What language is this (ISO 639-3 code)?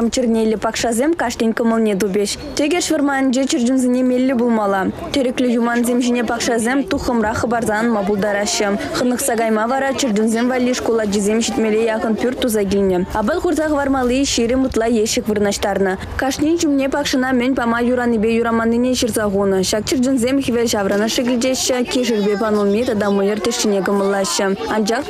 chv